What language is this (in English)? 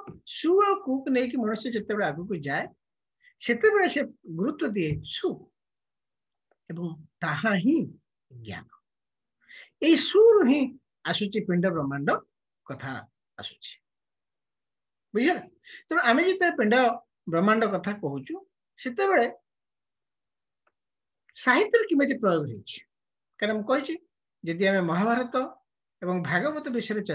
Odia